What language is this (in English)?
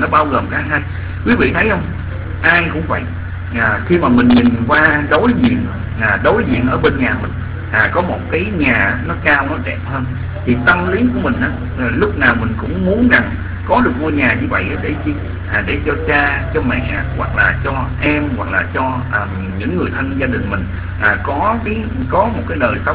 Vietnamese